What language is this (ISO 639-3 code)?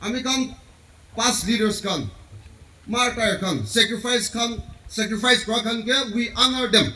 nag